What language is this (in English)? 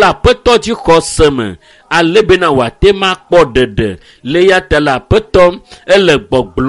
Ewe